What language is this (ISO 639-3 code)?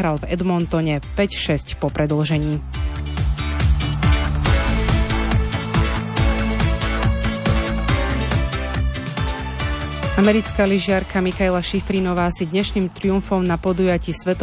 slk